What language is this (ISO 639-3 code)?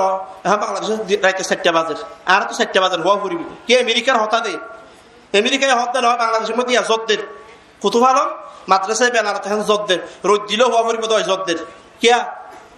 rhg